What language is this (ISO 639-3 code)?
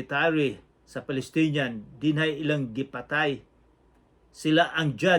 ceb